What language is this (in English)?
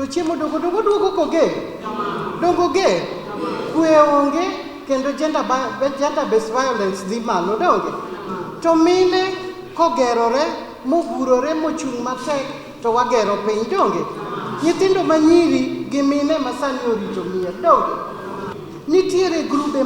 Luo (Kenya and Tanzania)